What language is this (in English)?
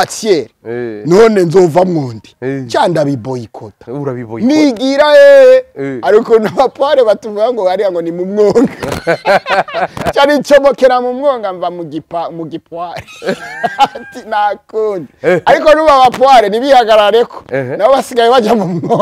Rundi